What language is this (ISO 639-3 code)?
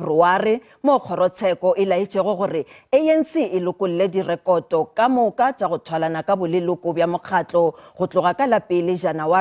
nso